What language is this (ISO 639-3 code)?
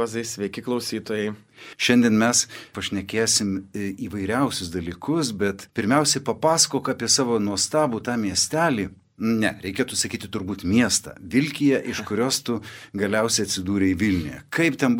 lit